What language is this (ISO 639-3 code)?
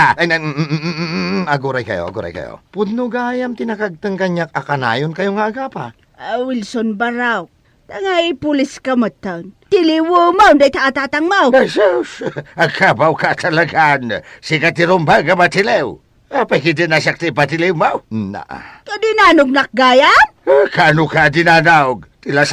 ilo